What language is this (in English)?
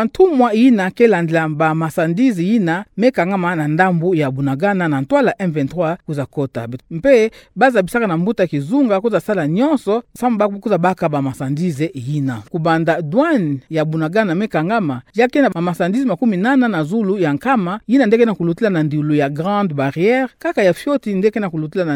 Kituba (Democratic Republic of Congo)